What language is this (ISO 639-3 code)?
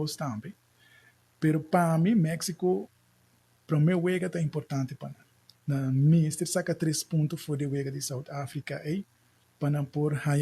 pap